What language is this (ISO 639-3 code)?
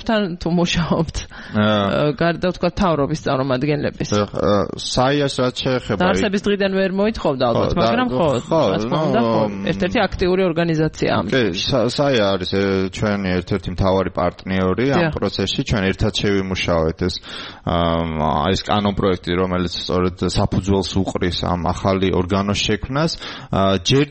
kat